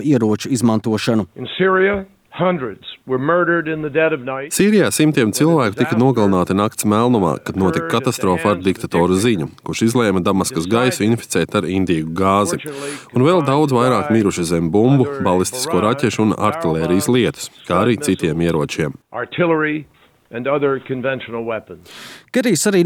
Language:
Latvian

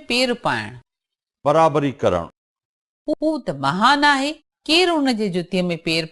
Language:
Sindhi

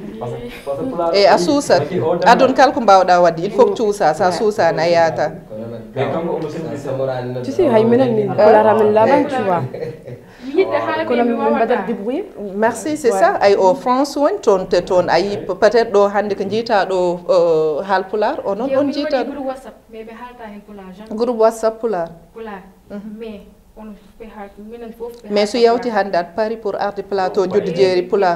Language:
Fula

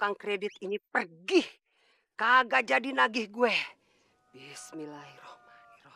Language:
Betawi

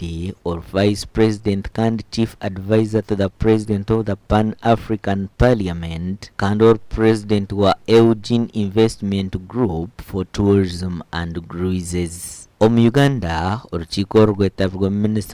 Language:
Nyankole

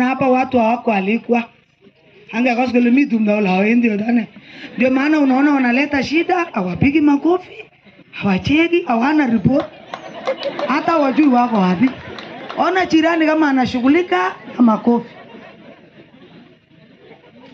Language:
Swahili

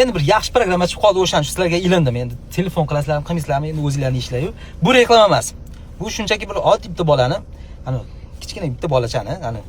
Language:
Uzbek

